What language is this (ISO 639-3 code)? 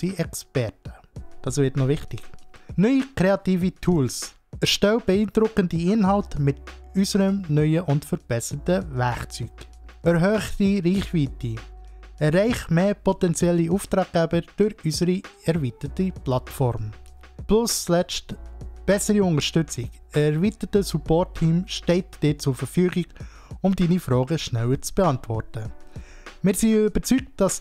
gsw